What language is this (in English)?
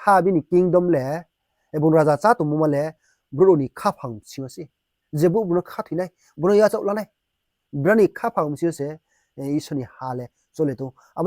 Riang (India)